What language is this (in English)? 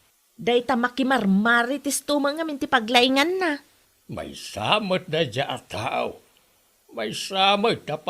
Iloko